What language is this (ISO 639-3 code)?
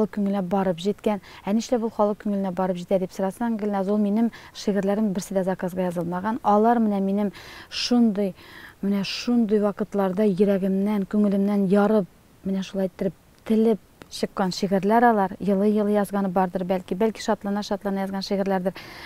tat